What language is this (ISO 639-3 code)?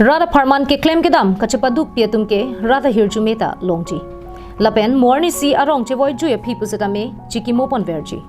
mjw